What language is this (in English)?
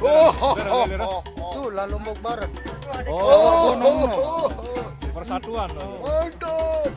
Sasak